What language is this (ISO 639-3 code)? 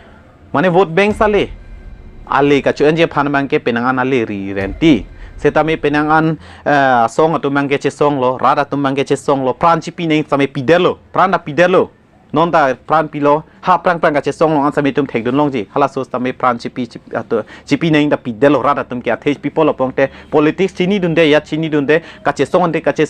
mjw